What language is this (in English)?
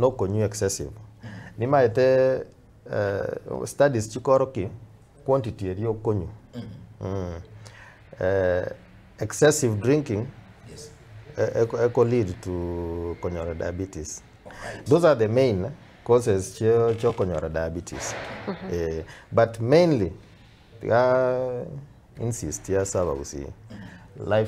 Gusii